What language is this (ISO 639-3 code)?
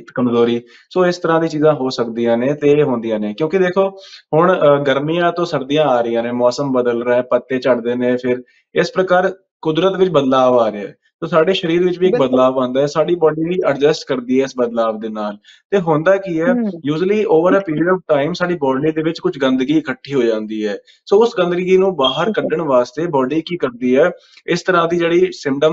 pan